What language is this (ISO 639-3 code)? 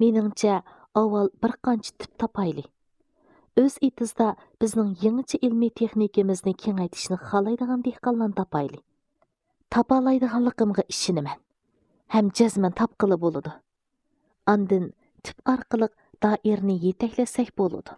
uig